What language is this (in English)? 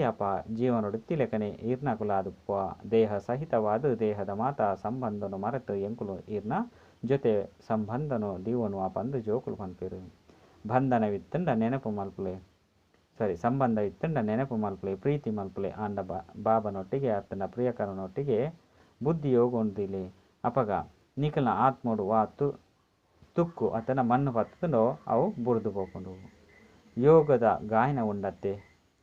Tulu